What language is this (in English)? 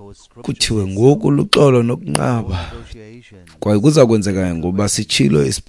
Xhosa